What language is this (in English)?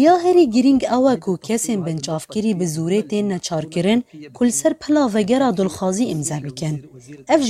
Kurdish